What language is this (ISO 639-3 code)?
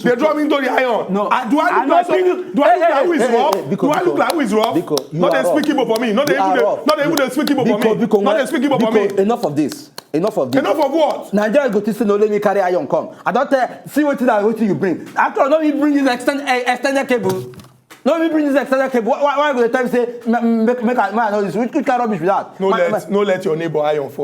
pcm